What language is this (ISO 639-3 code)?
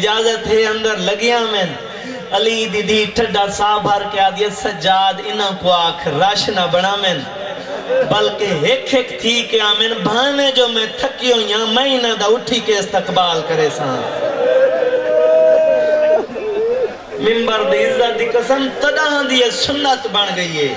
skr